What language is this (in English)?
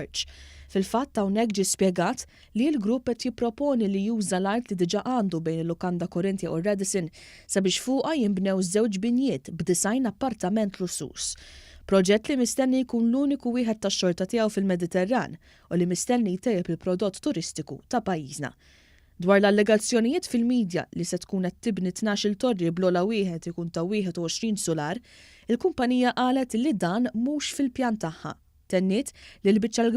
Maltese